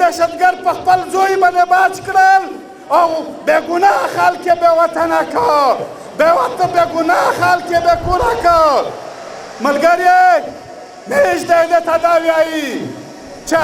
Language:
Pashto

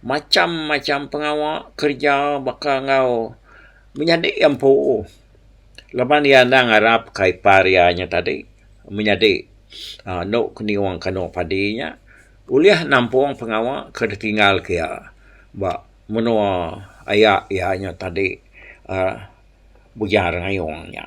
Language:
Iban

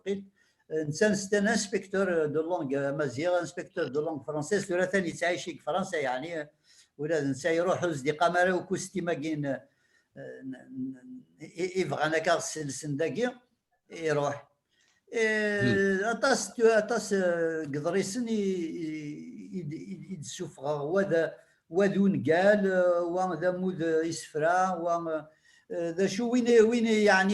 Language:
Kabyle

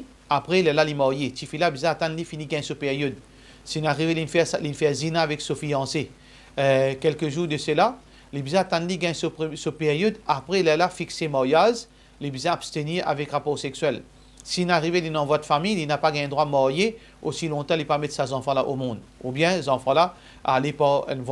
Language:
Morisyen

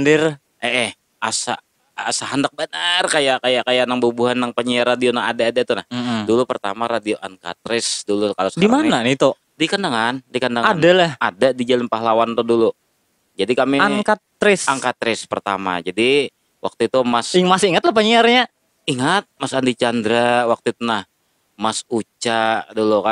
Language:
Banjar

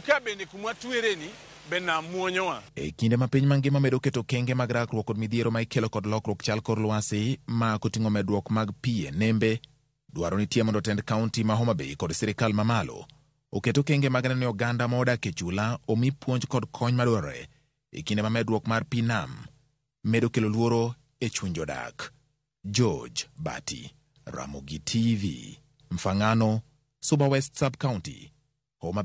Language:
Luo (Kenya and Tanzania)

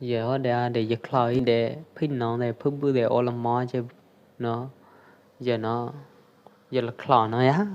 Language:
Pwo Eastern Karen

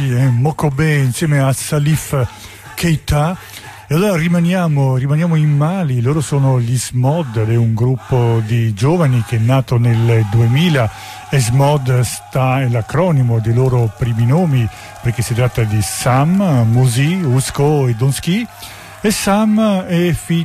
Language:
Italian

